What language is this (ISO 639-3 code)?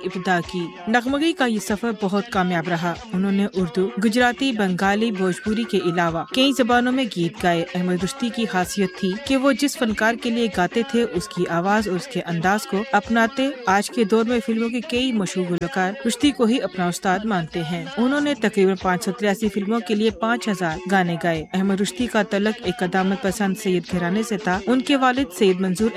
urd